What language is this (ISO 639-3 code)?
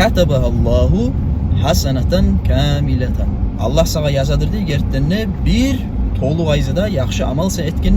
kum